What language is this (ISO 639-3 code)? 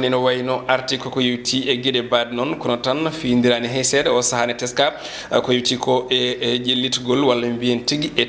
ful